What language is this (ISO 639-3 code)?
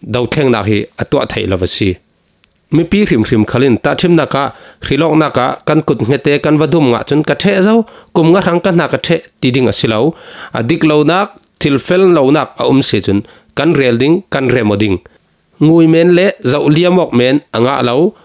cfm